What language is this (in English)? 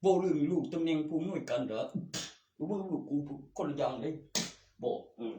Northeastern Thai